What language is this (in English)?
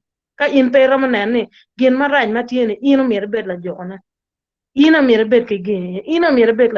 Acoli